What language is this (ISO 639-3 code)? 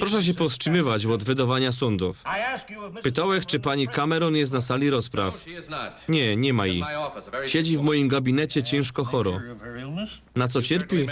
szl